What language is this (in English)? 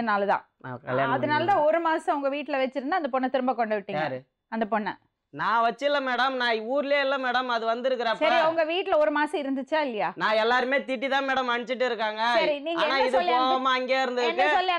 Tamil